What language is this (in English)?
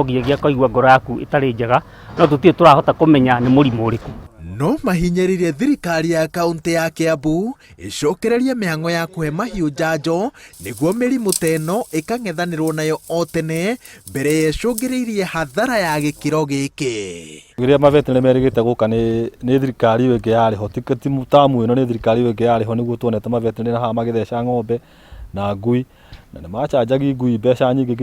Kikuyu